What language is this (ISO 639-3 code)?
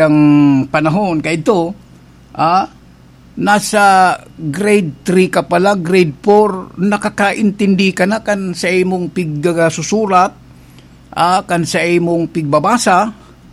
bik